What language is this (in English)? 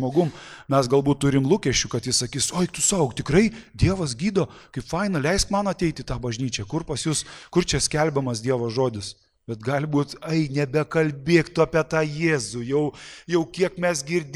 Lithuanian